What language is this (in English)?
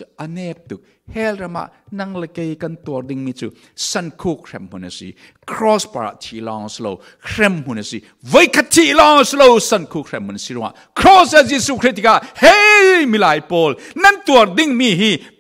Falam Chin